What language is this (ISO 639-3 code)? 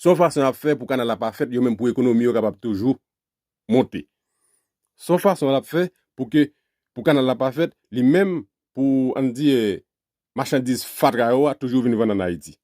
hat